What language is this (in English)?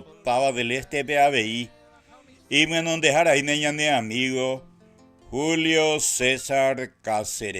Guarani